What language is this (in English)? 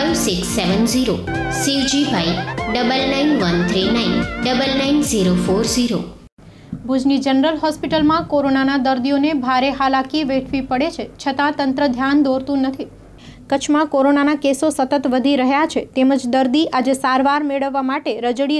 Gujarati